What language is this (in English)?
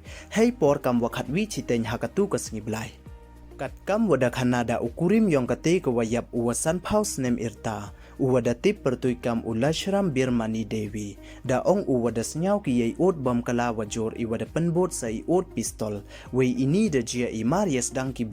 Pnar